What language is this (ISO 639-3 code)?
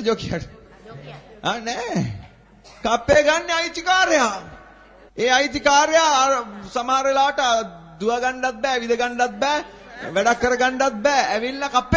sin